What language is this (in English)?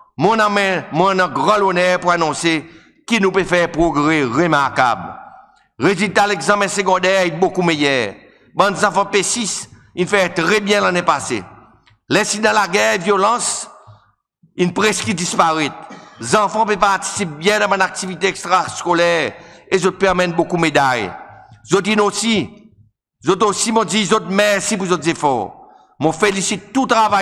Seselwa Creole French